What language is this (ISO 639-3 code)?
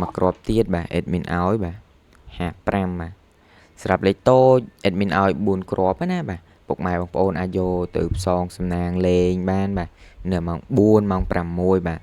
khm